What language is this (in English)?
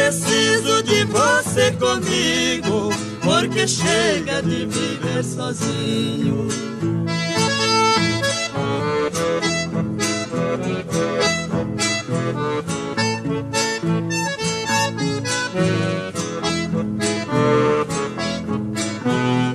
Portuguese